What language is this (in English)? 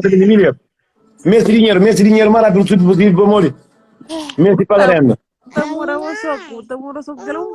Kabuverdianu